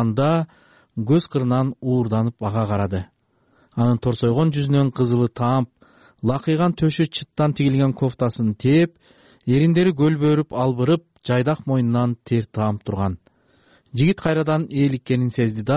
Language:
Kyrgyz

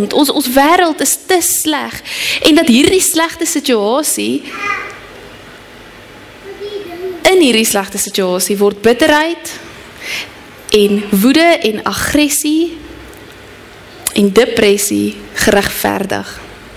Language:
Afrikaans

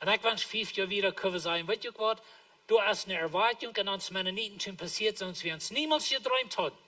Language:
Plautdietsch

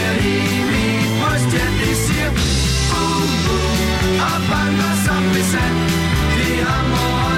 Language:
Danish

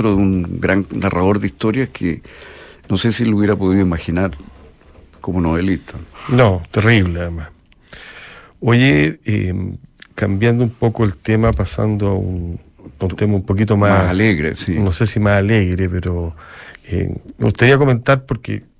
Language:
Spanish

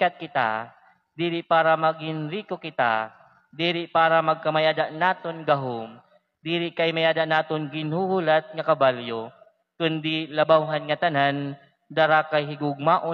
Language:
Waray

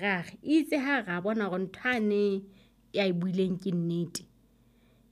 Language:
Southern Sotho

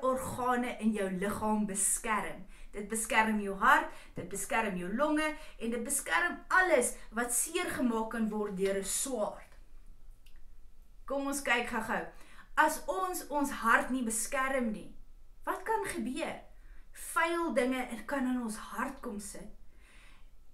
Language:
Afrikaans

